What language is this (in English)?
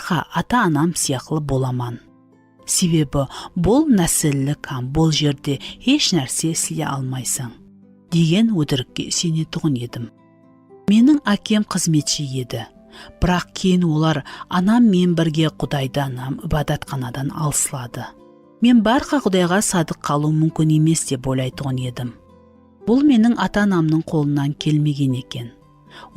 Kara-Kalpak